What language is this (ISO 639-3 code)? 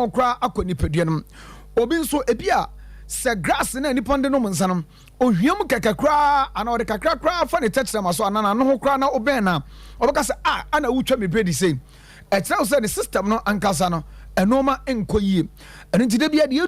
aka